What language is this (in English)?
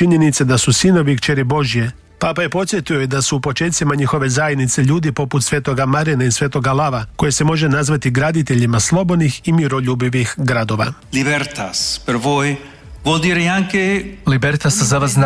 Croatian